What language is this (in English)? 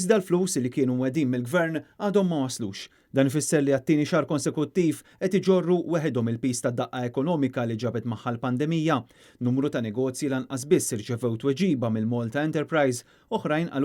Maltese